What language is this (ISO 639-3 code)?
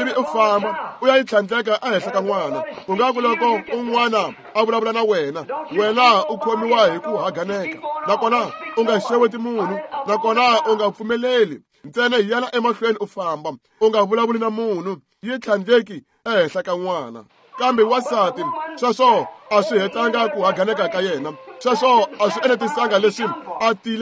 tso